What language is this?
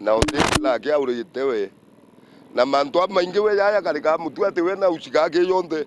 Meru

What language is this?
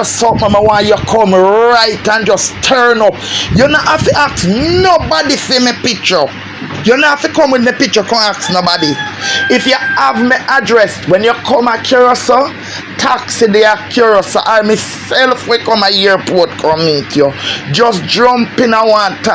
Jamaican Creole English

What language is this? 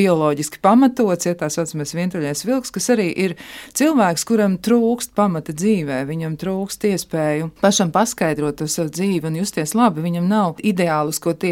Latvian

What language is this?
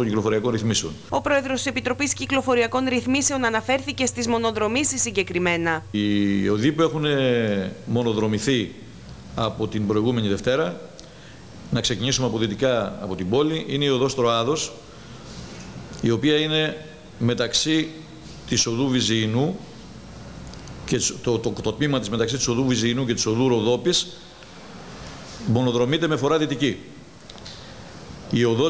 Greek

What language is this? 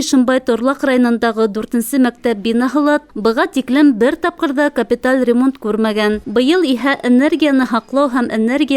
Bashkir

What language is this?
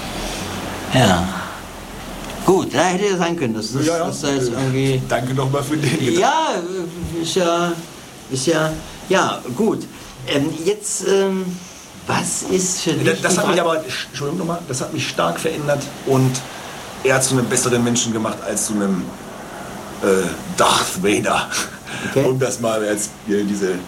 German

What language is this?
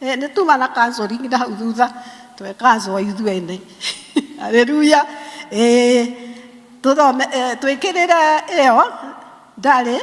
Kikuyu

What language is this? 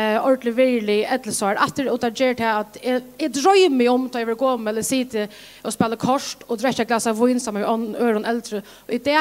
Faroese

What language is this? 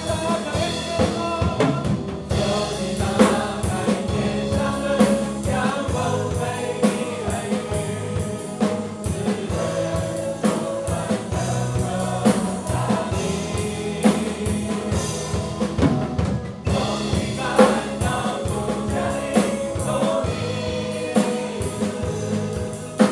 Chinese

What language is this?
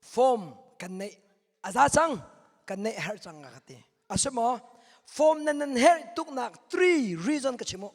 Hakha Chin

